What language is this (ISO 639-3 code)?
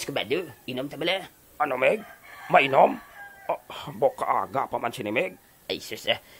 hil